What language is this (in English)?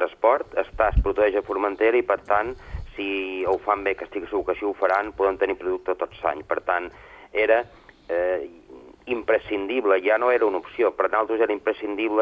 Catalan